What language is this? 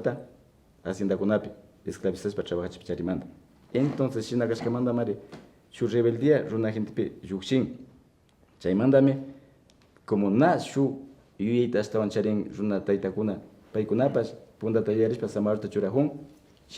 Imbabura Highland Quichua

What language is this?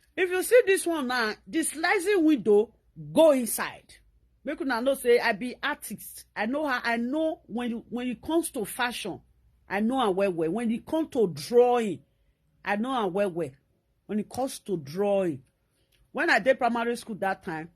Nigerian Pidgin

